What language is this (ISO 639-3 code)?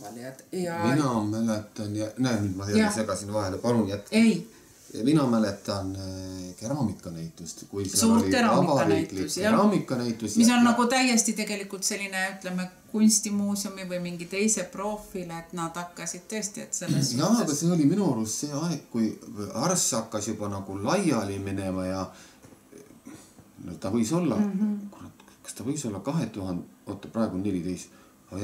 est